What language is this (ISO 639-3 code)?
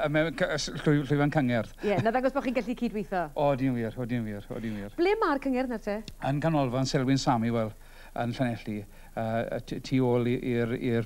cym